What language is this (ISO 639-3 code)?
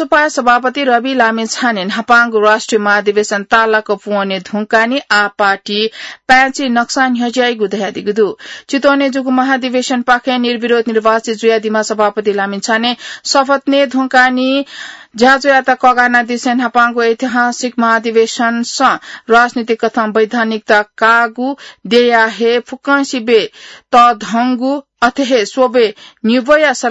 new